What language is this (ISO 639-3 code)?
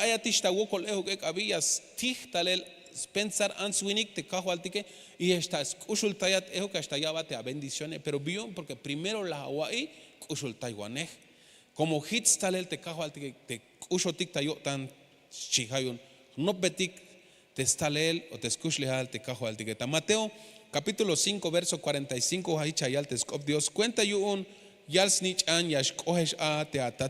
tzh